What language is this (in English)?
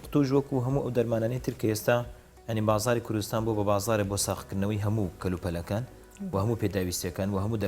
Central Kurdish